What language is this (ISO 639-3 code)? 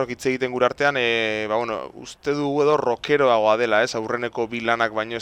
eus